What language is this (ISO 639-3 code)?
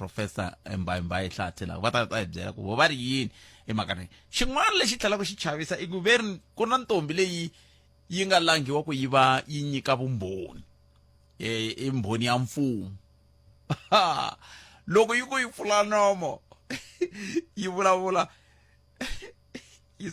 tso